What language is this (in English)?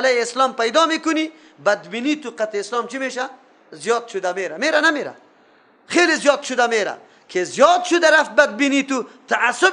Persian